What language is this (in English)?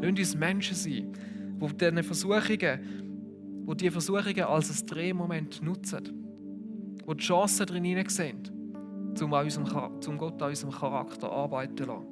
Swiss German